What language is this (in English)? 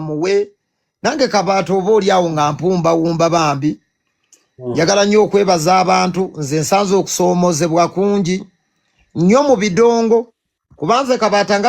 Ganda